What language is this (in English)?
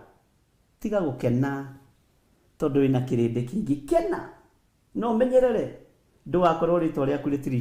Kikuyu